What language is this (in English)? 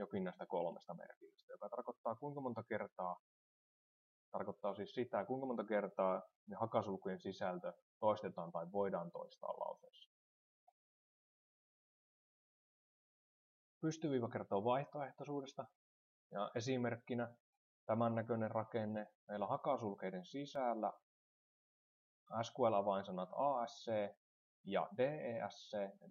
Finnish